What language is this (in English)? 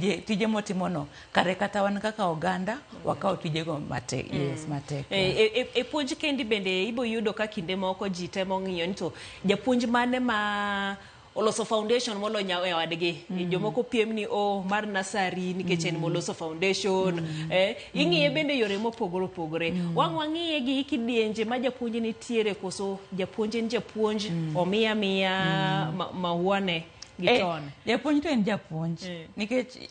Luo (Kenya and Tanzania)